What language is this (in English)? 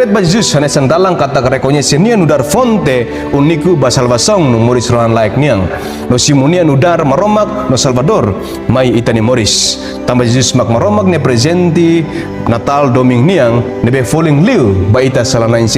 Tetum